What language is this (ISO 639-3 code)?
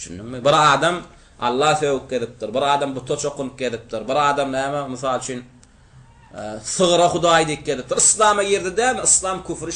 tuk